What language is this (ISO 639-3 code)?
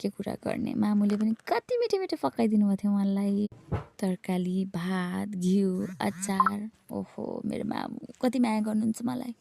nep